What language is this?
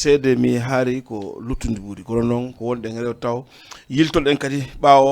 Fula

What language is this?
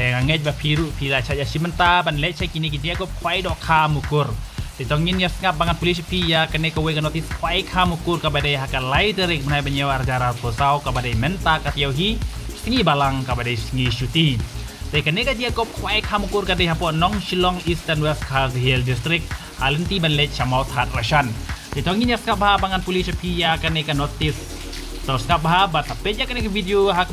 Khasi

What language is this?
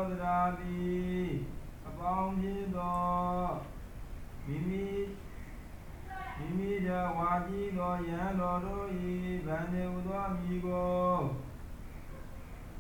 Burmese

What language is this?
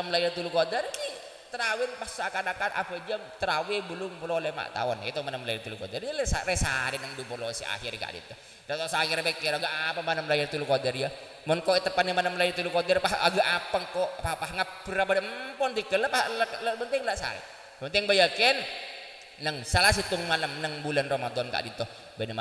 Madurese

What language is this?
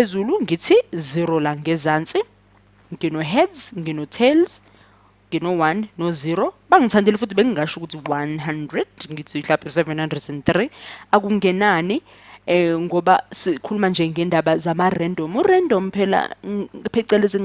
Zulu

